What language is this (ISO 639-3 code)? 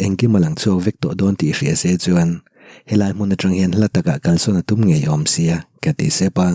lus